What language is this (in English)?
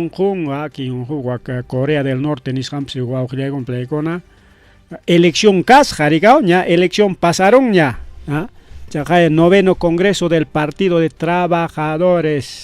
Ayacucho Quechua